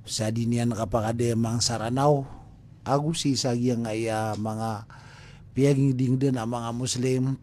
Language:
Maranao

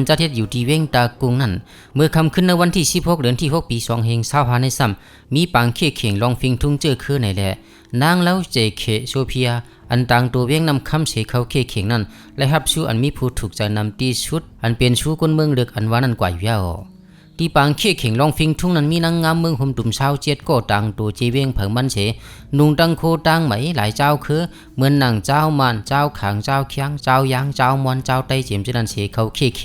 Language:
Shan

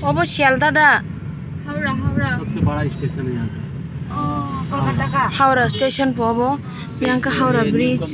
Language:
Kok Borok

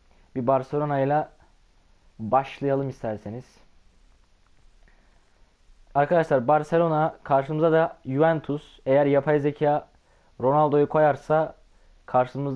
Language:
Turkish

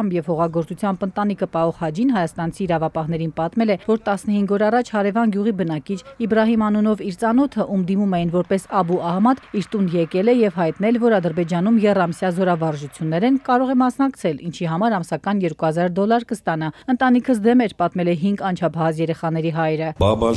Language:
Armenian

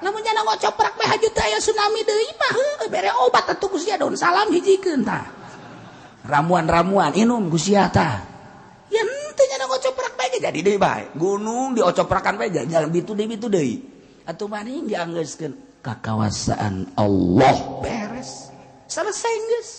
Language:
Sundanese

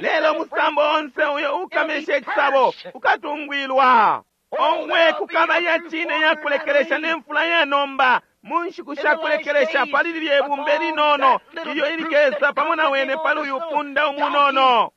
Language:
Bemba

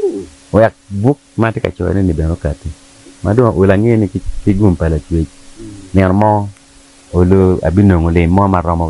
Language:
Acoli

